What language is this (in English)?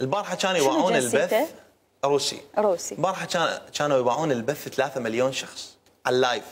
Mesopotamian Arabic